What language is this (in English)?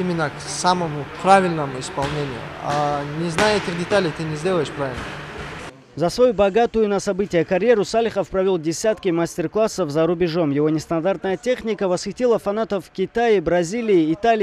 Russian